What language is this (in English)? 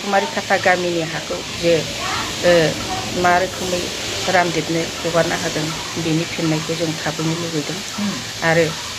Bodo